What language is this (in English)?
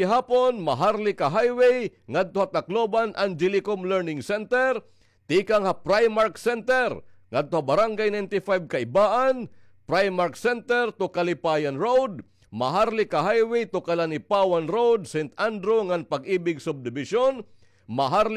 Waray